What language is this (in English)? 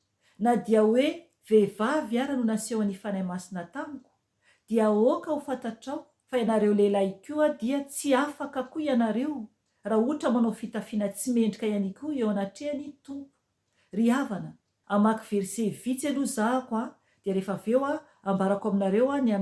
Malagasy